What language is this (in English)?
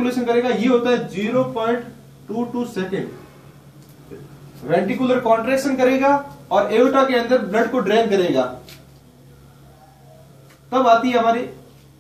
Hindi